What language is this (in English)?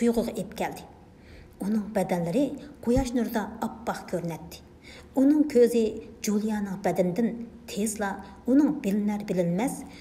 Uyghur